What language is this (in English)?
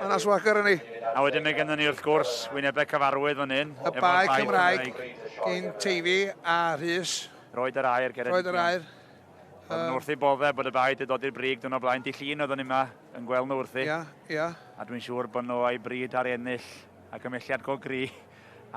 Welsh